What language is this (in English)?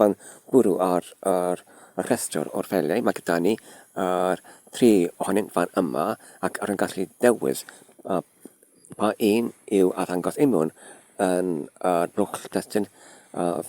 Welsh